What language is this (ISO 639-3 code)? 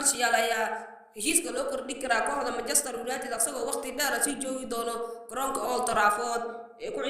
som